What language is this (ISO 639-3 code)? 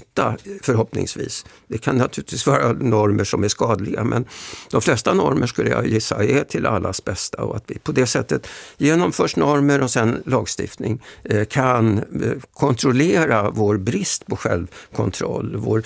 swe